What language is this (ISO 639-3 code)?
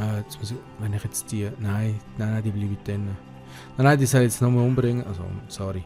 gsw